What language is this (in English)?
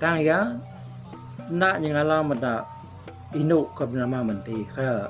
Iban